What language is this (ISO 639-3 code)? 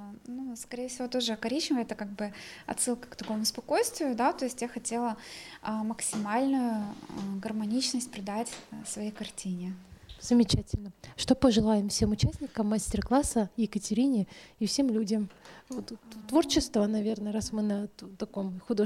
rus